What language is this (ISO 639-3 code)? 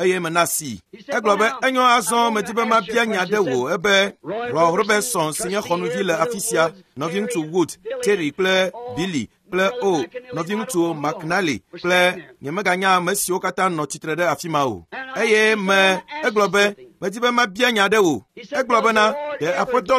ewe